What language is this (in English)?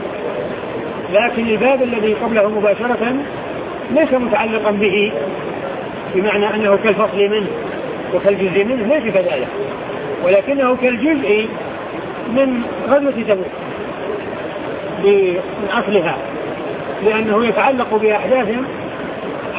Arabic